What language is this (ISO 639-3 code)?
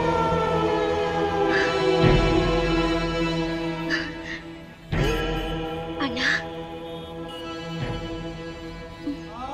kan